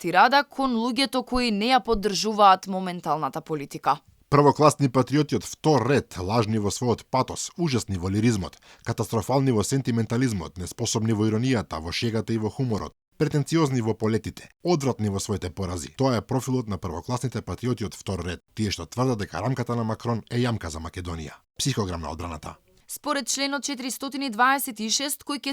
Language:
Macedonian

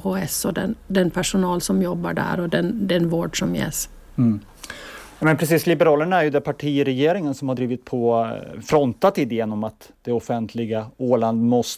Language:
Swedish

